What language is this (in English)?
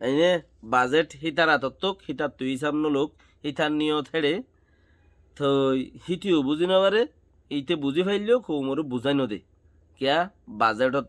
Rohingya